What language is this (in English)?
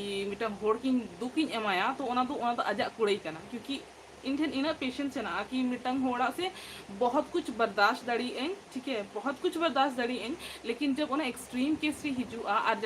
Santali